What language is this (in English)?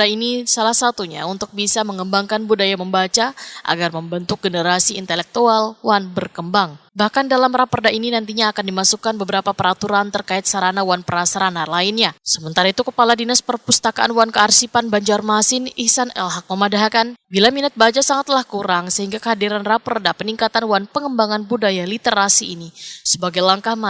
Banjar